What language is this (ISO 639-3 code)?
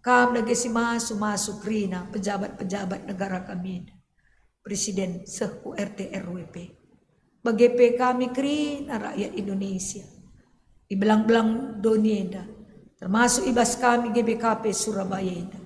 btx